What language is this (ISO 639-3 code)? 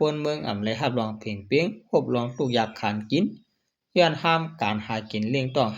shn